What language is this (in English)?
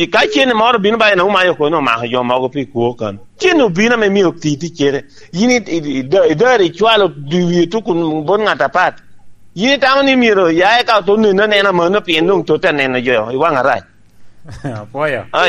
Lango (Uganda)